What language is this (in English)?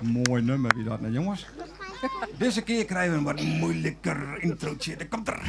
Western Frisian